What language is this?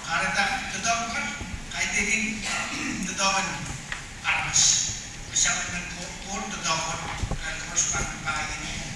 Pohnpeian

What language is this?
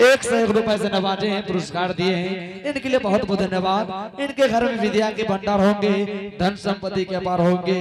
Angika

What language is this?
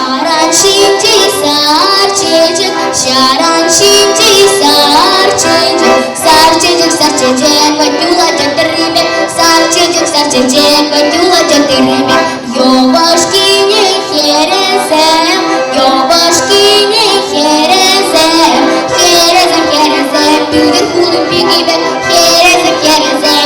Chuvash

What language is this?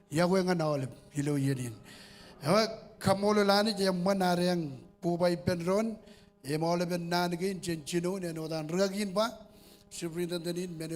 Marshallese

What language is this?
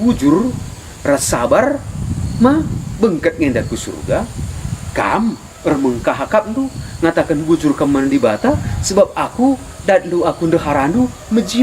Batak Karo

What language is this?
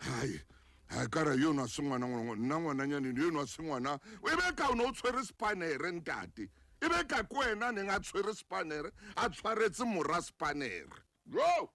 Southern Sotho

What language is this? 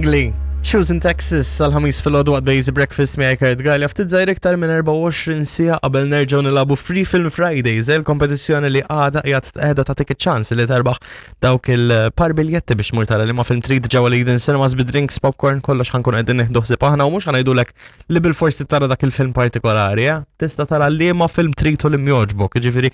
Maltese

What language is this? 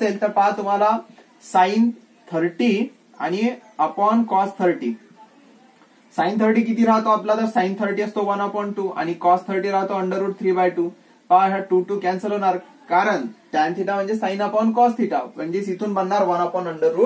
Marathi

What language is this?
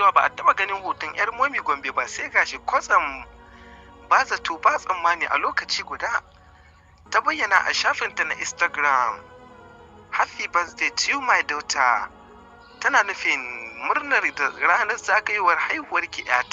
Hausa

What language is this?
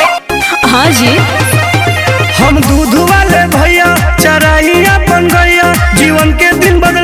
Bhojpuri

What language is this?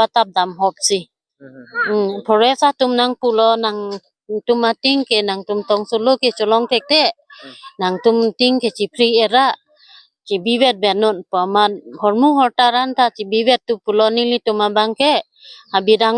Karbi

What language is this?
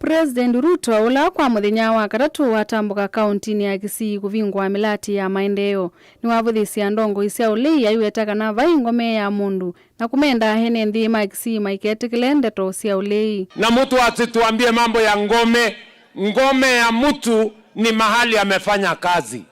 Kamba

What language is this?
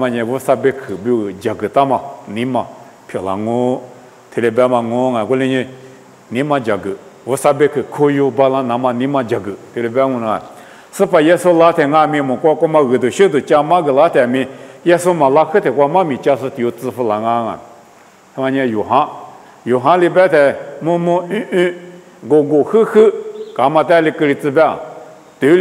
Lisu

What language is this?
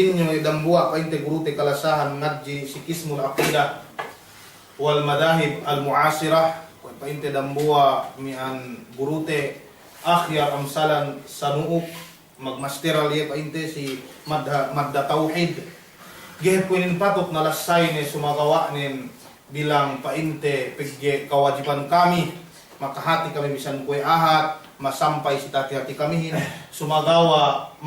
Yakan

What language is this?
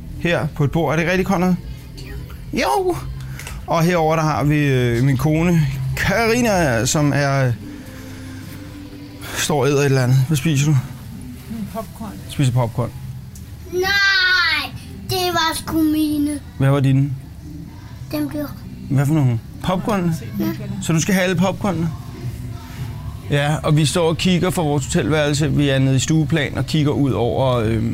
Danish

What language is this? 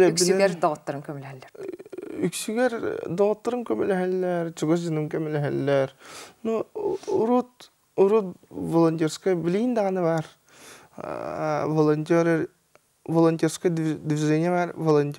Yakut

